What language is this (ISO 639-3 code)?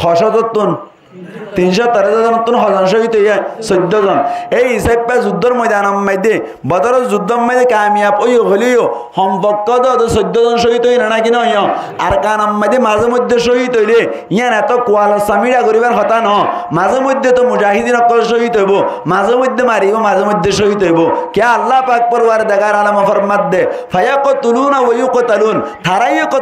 rhg